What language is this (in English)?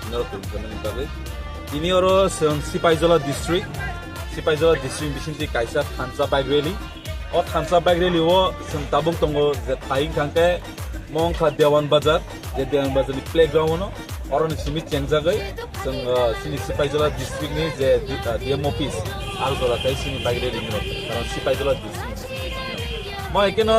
Kok Borok